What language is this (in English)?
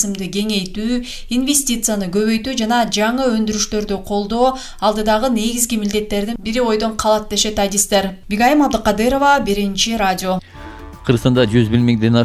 Kyrgyz